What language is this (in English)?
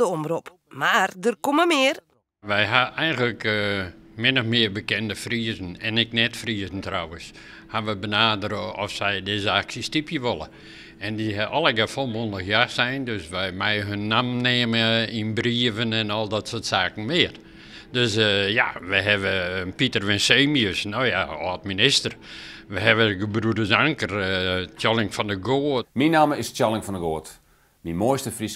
Western Frisian